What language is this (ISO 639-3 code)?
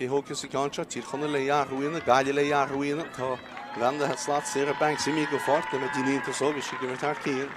gle